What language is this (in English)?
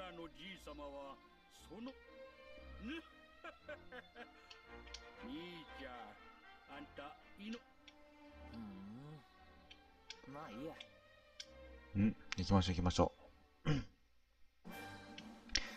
Japanese